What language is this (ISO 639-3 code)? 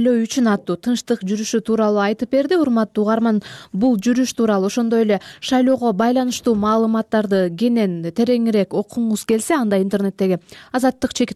kir